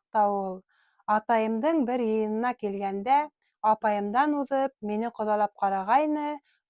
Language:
Bashkir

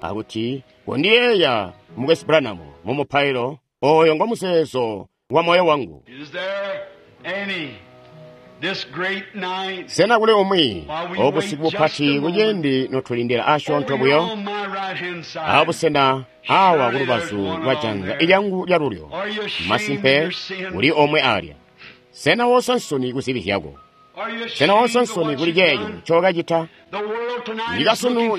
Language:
Tonga (Zambia)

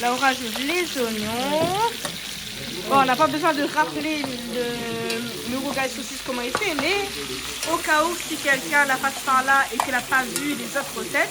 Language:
Réunion Creole French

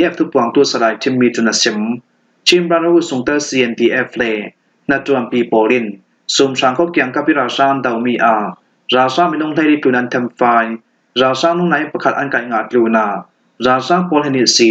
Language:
Falam Chin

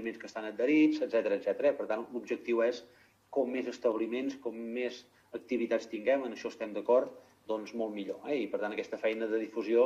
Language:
Catalan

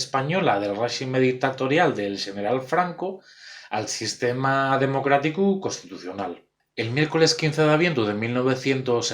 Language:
Asturian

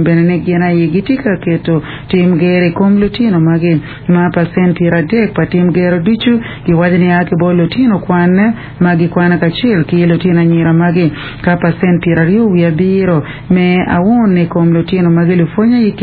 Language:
Acoli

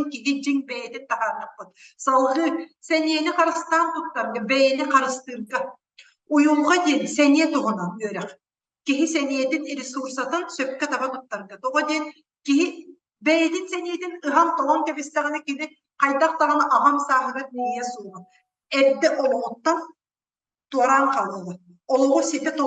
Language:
Yakut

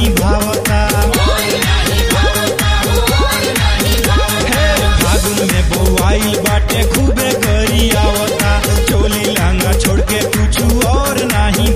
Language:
Bhojpuri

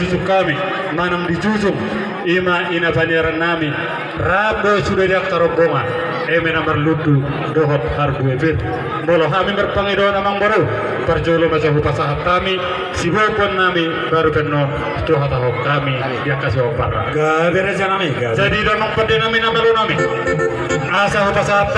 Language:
Batak Toba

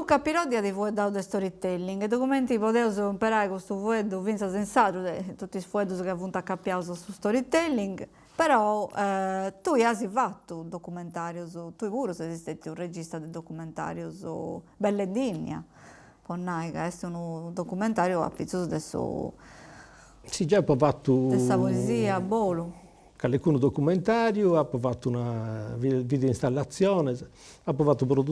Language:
Sardinian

